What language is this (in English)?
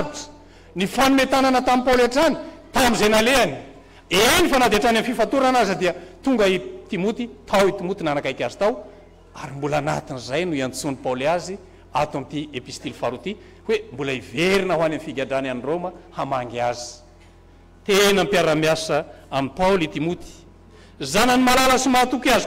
Malagasy